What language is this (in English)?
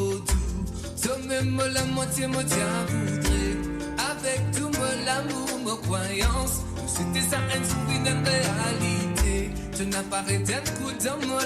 Morisyen